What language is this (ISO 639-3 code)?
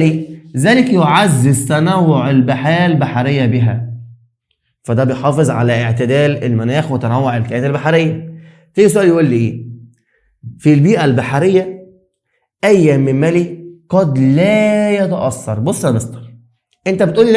arz